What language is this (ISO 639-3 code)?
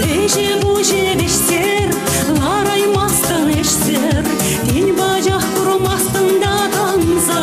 chv